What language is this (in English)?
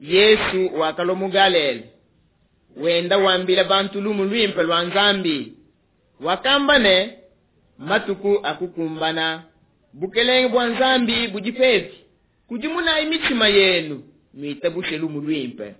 Luba-Lulua